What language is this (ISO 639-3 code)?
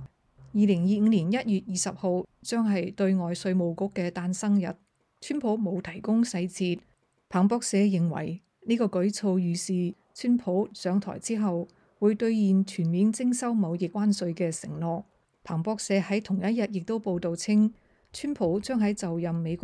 yue